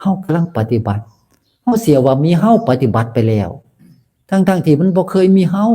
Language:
Northeastern Thai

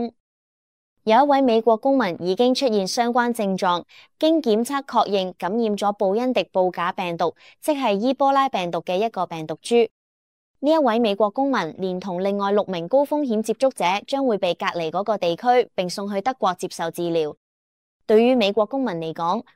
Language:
Cantonese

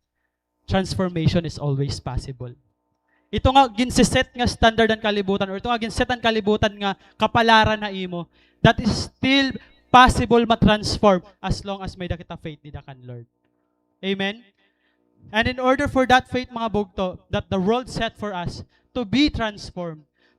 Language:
Waray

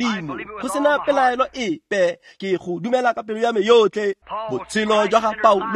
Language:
Tswana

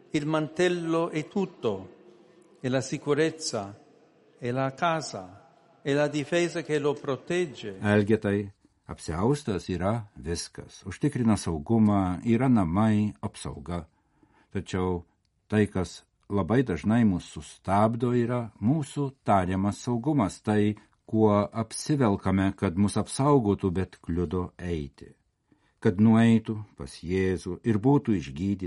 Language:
Lithuanian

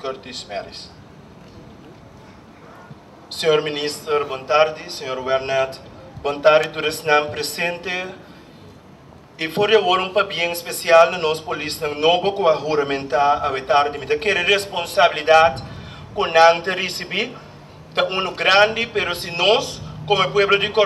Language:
Papiamento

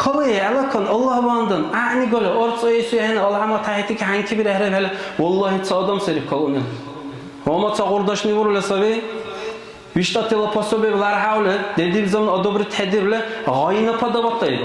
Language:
Dargwa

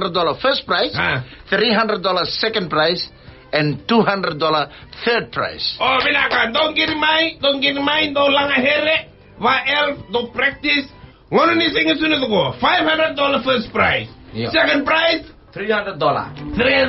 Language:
Fijian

